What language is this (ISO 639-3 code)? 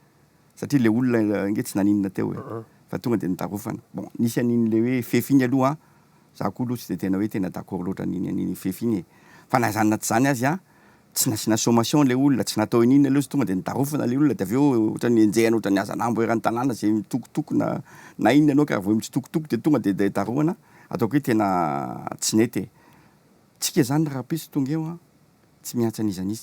mlg